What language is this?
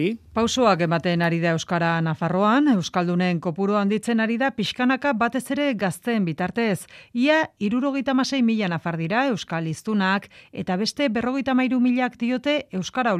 Basque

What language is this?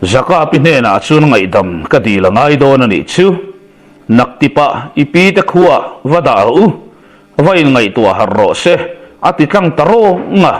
Mizo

